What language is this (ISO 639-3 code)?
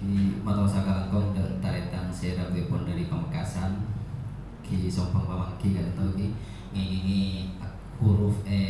mad